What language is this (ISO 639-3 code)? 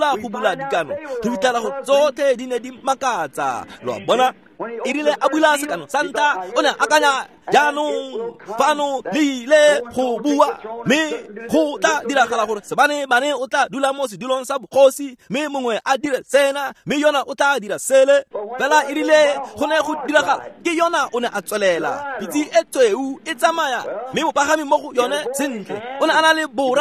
tsn